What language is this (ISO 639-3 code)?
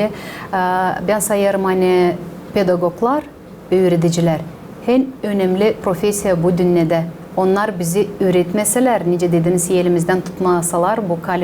gag